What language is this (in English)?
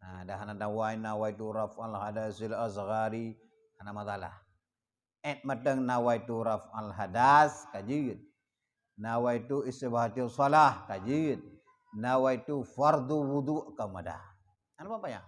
Achinese